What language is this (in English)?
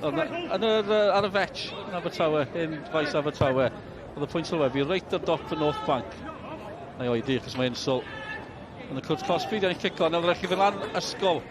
Welsh